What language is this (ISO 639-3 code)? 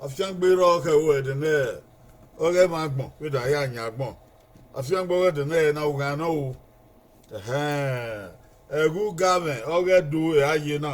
bin